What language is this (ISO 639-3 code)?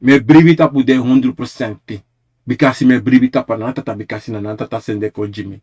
srn